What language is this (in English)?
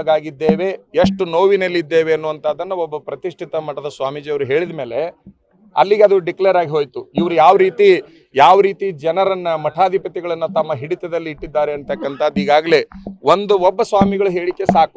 Kannada